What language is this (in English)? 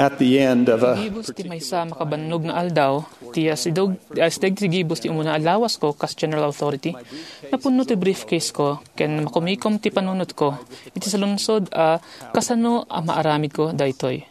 Iloko